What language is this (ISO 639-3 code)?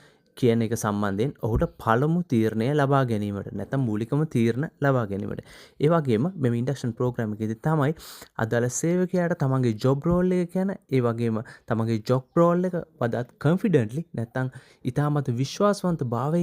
sin